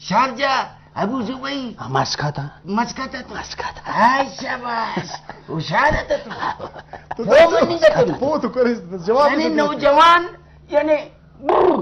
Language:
Brahui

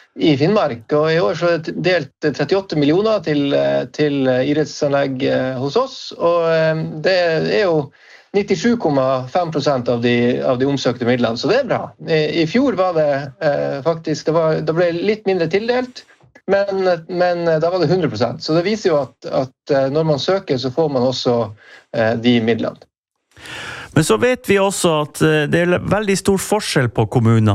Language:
Norwegian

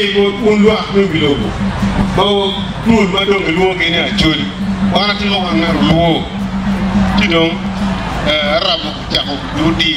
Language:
Acoli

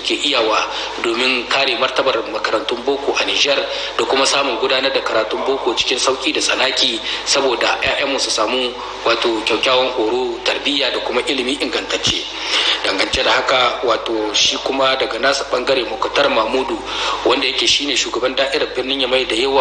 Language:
Hausa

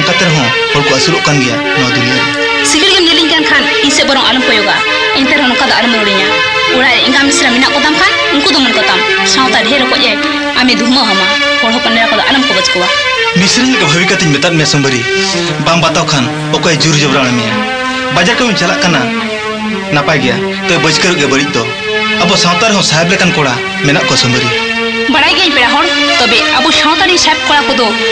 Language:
Santali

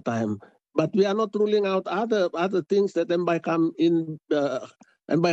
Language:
Tok Pisin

